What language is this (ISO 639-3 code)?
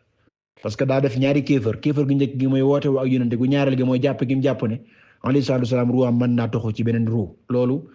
wol